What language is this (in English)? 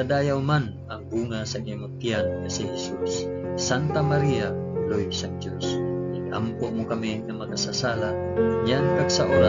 Hiligaynon